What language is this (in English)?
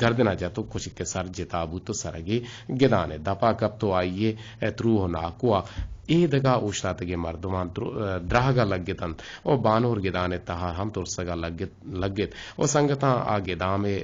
Eastern Balochi